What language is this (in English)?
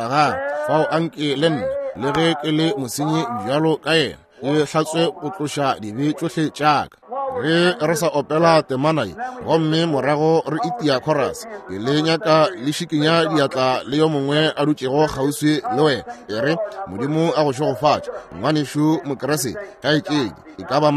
Northern Sotho